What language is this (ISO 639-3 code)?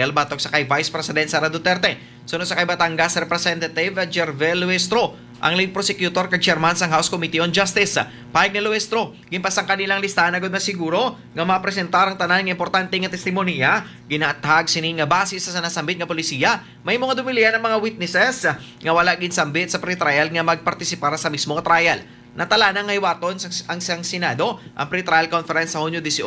hil